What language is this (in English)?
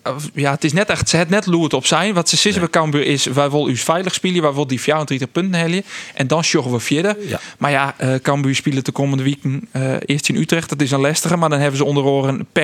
Western Frisian